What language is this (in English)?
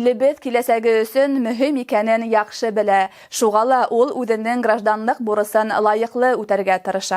Bashkir